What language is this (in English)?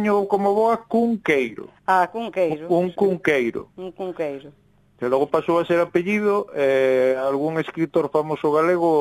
Galician